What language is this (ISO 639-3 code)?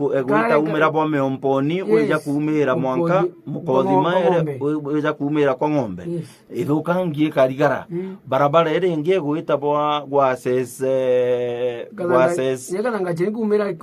mer